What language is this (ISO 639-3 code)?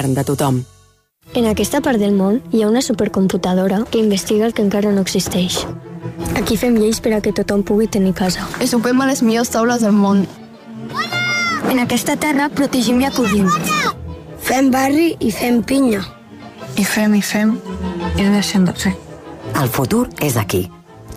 cat